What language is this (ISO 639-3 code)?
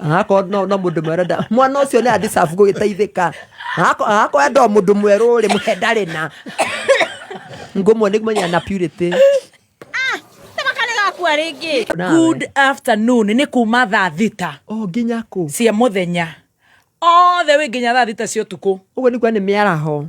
kik